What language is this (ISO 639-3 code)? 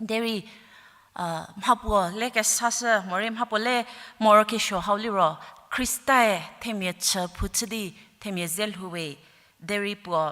njm